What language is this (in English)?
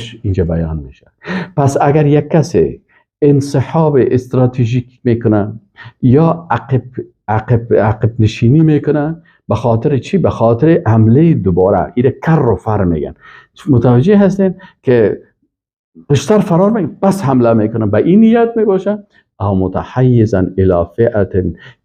Persian